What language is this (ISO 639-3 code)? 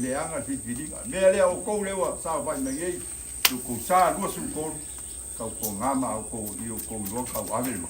smo